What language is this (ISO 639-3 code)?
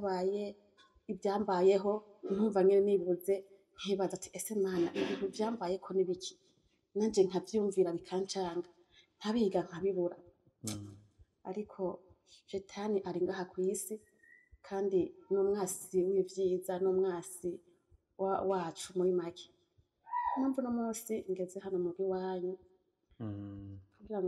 run